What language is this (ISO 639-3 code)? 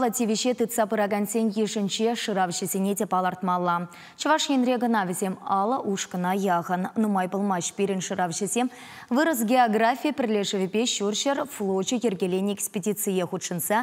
chv